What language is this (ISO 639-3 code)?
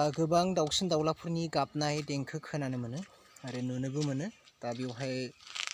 brx